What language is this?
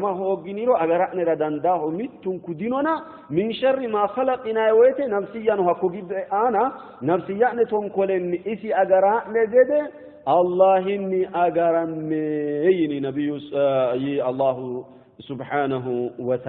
Sidamo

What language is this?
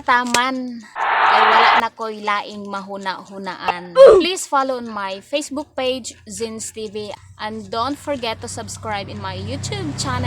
Cebuano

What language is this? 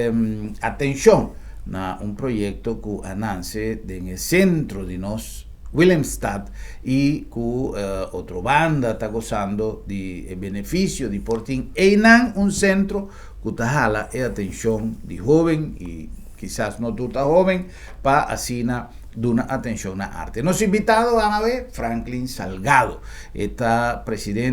Papiamento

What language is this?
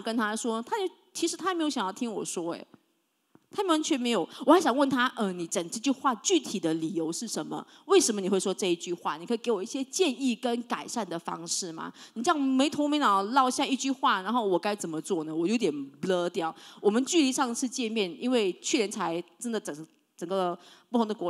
Chinese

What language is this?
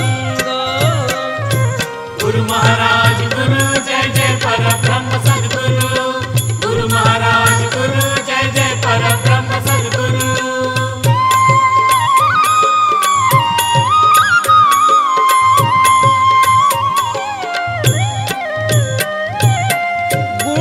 Marathi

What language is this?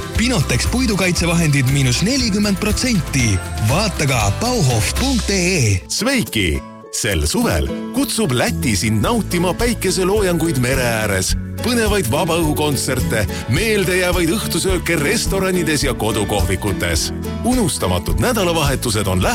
Estonian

